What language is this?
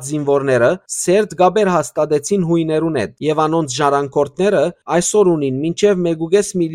Western Armenian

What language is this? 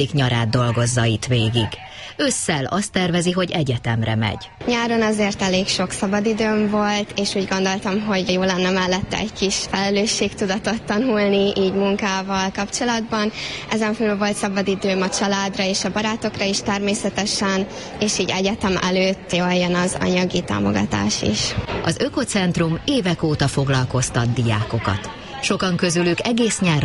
Hungarian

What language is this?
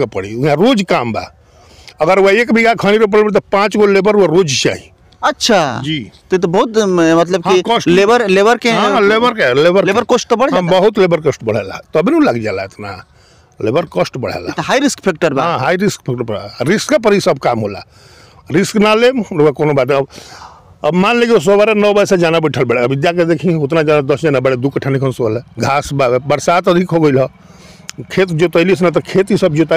Bhojpuri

